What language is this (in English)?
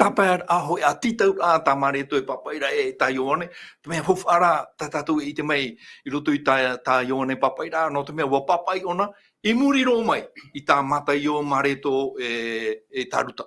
Tahitian